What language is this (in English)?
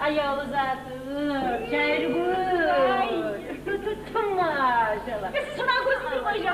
Kumyk